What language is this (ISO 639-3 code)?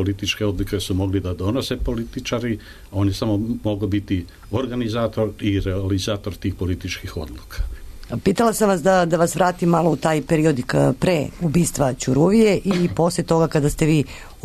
srp